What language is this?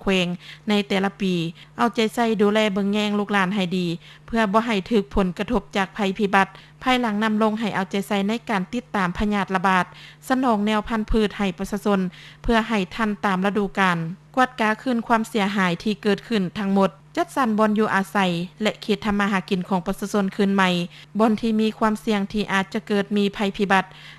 Lao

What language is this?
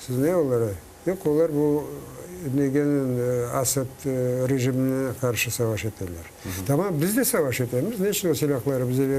Crimean Tatar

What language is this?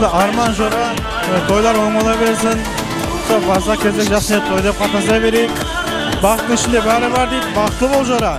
Kara-Kalpak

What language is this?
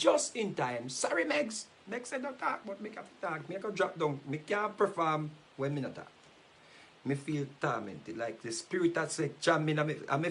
Jamaican Creole English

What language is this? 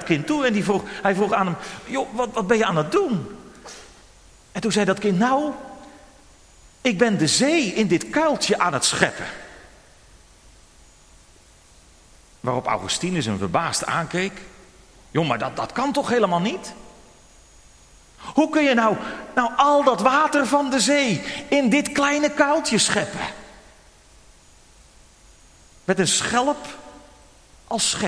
Dutch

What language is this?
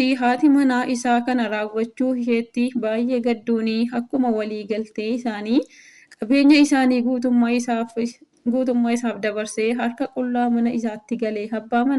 Oromo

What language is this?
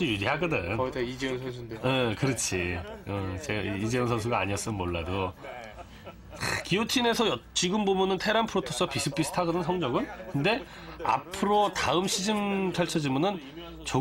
Korean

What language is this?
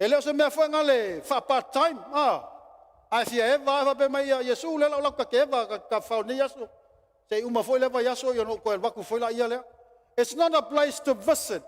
Samoan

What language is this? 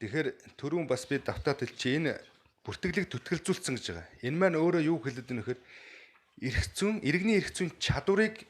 Mongolian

